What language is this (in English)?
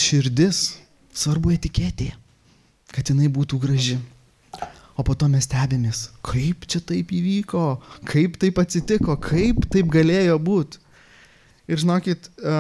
Lithuanian